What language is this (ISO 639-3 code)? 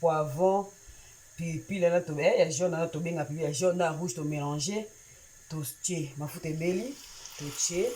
lin